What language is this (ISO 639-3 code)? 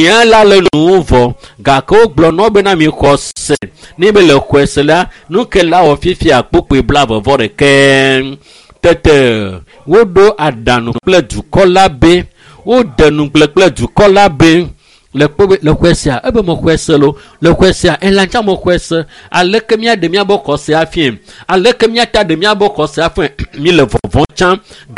ewe